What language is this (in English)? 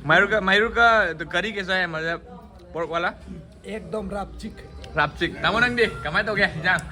Manipuri